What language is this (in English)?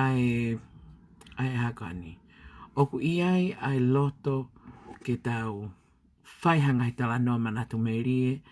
Tongan